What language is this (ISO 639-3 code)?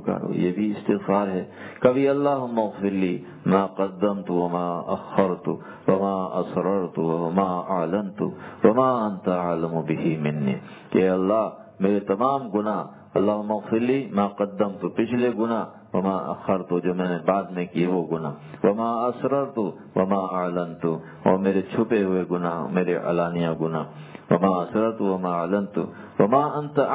urd